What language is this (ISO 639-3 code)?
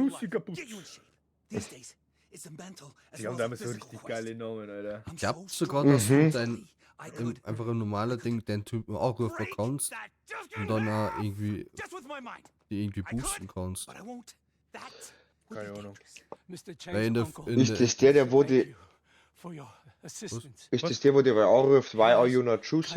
bar